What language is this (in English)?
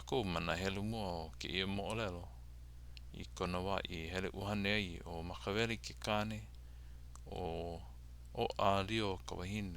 Hawaiian